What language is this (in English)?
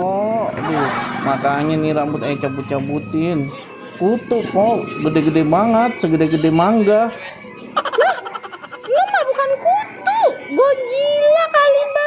Betawi